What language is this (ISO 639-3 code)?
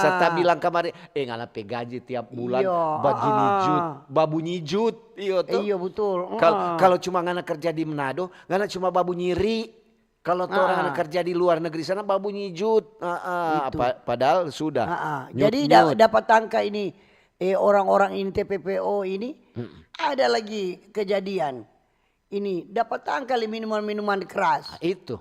xmm